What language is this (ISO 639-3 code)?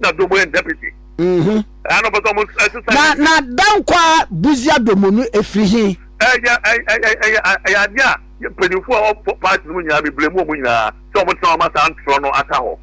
aka